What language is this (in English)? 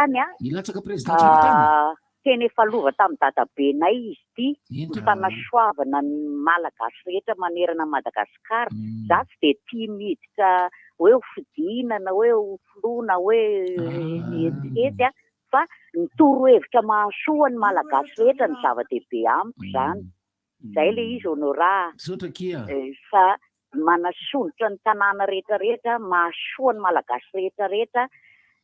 Malagasy